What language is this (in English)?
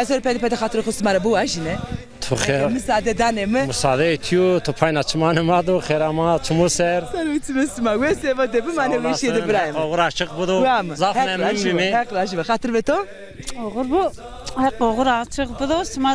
Zaza